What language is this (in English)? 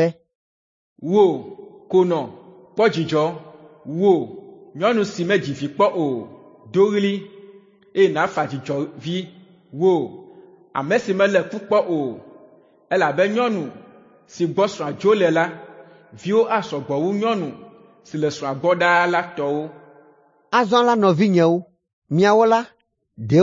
Ewe